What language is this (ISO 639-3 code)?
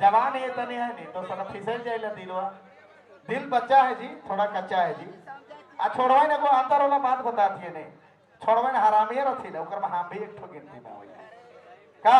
sck